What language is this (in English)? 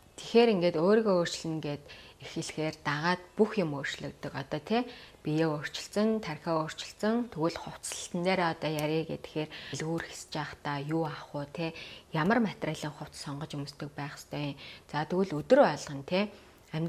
Mongolian